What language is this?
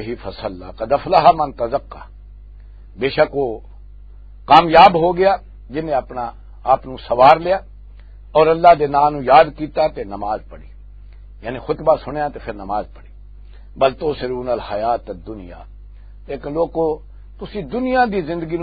Western Panjabi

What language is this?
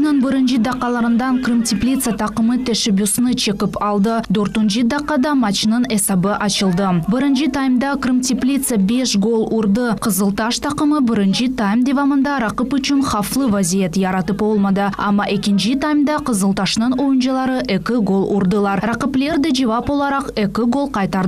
Crimean Tatar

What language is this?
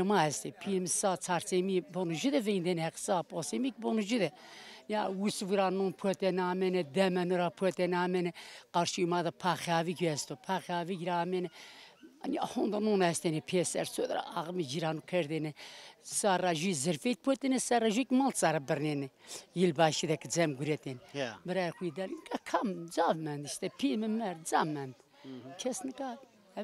Zaza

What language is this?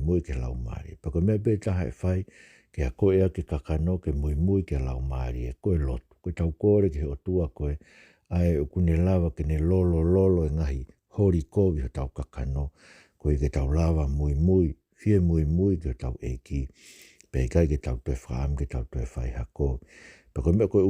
Tongan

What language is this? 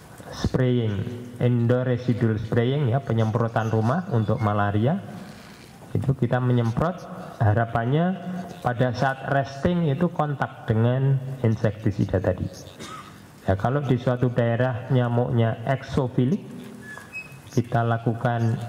Indonesian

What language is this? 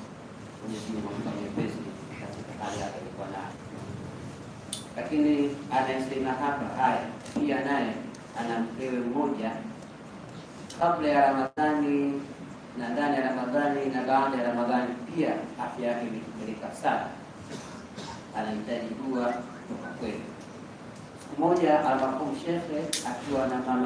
Swahili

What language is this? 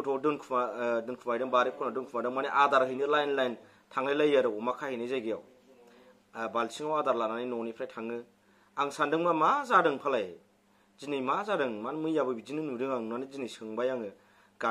Bodo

